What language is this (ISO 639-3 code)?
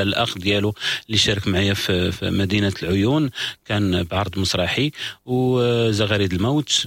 ary